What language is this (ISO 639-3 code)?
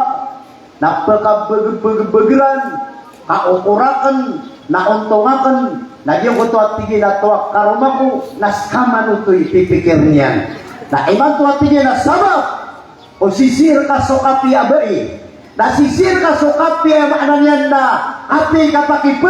mrw